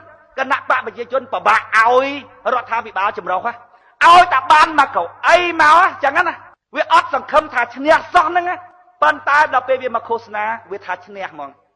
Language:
Khmer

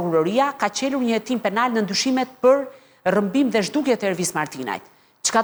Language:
Albanian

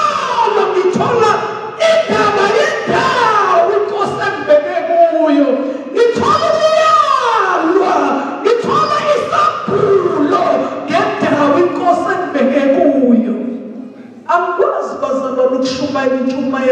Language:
Zulu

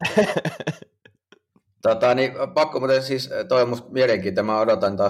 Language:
Finnish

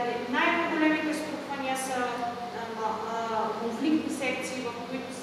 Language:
Bulgarian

